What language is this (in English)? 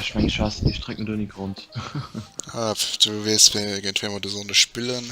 Luxembourgish